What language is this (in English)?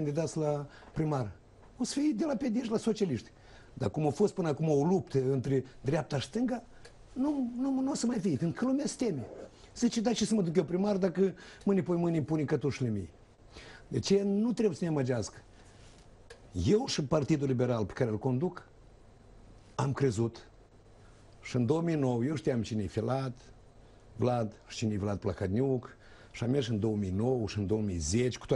Romanian